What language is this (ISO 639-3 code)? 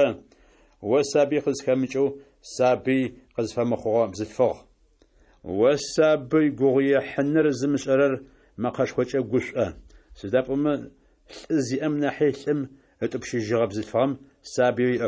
ady